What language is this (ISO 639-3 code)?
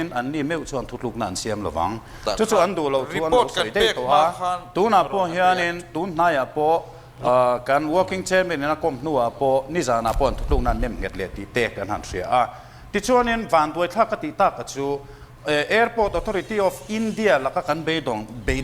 lus